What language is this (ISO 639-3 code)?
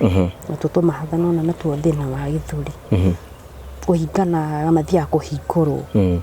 kik